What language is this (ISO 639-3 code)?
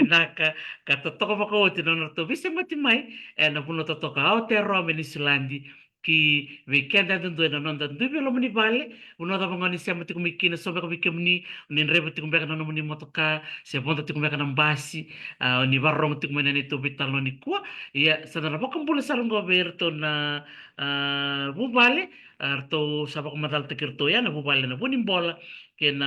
fij